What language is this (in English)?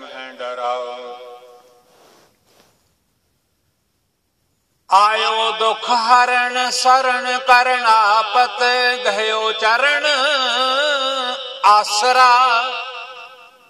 Punjabi